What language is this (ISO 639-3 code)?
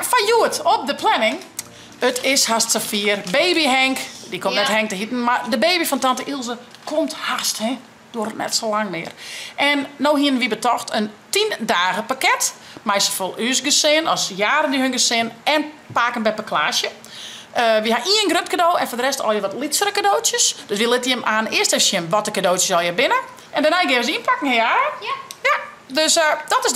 fry